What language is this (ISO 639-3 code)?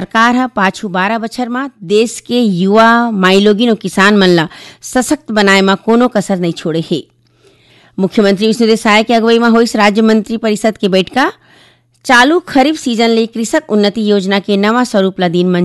hne